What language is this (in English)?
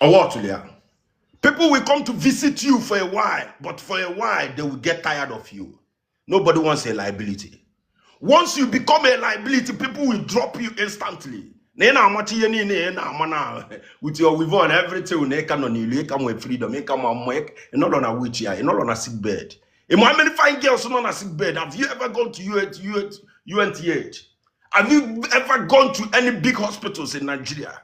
Igbo